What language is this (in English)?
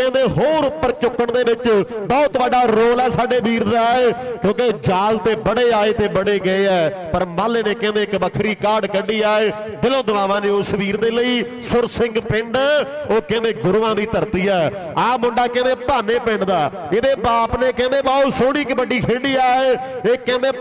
Punjabi